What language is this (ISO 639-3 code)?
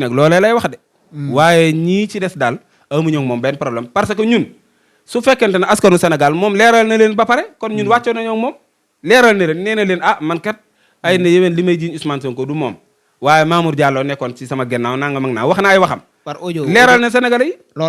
wol